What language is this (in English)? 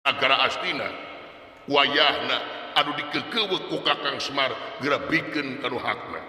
Sundanese